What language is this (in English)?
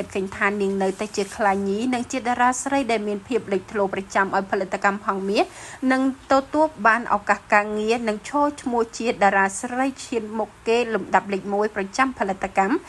Khmer